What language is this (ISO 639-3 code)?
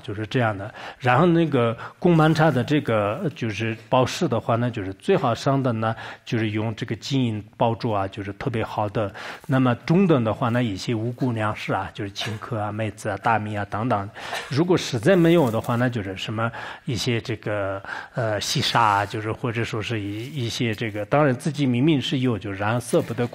zho